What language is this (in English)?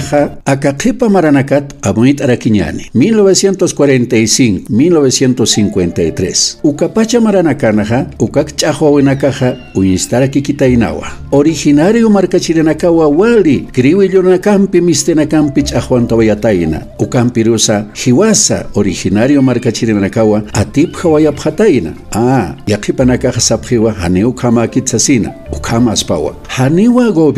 Aymara